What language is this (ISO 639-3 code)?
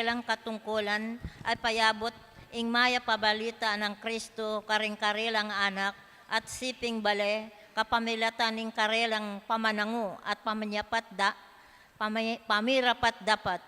pam